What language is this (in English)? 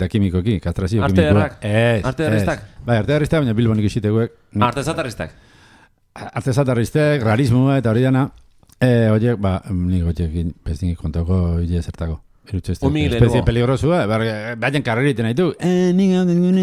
Basque